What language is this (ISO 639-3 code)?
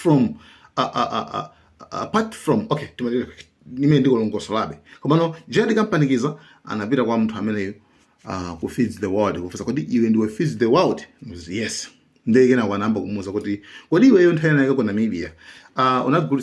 nya